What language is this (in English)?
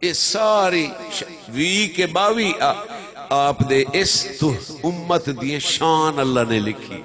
Saraiki